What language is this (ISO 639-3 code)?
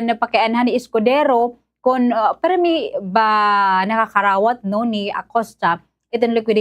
war